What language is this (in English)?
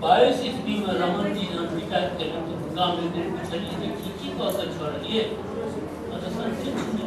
Maithili